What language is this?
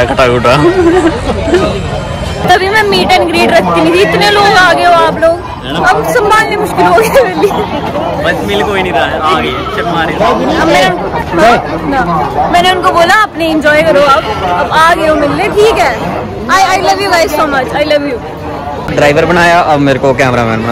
Hindi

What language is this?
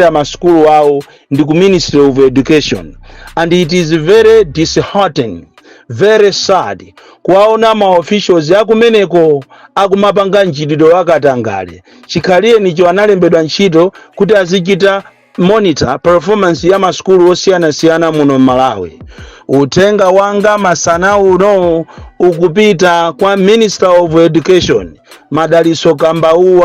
Nyanja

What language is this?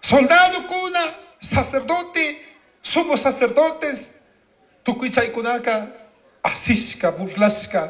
Chimborazo Highland Quichua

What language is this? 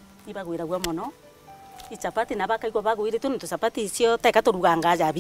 Meru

